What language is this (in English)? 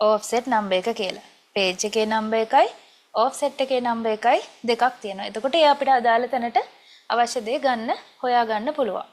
Sinhala